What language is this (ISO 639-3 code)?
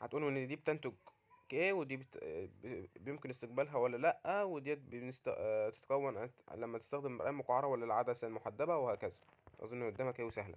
arz